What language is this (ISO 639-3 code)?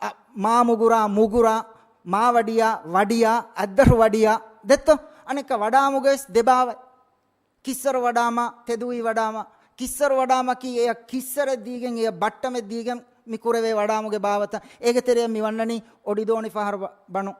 div